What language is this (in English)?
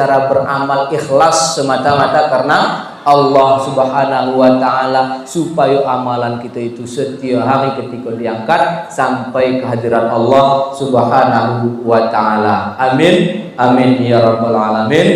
Minangkabau